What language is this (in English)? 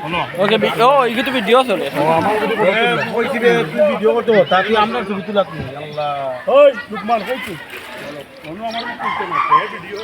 Sylheti